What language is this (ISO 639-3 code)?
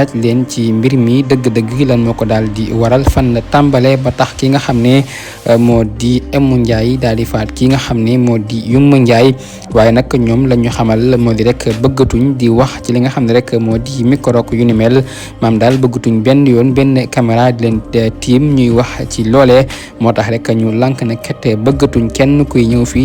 wol